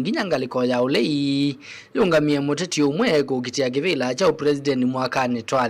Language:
Kamba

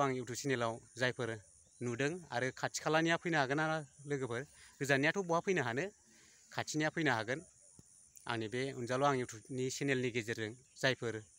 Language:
Bodo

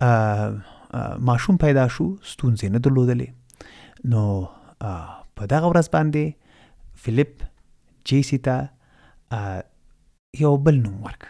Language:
Pashto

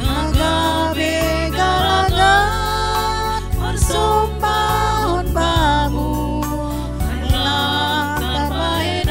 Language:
Batak Simalungun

